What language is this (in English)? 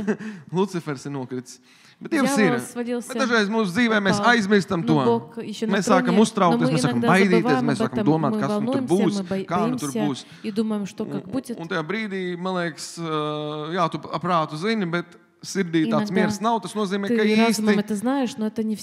Latvian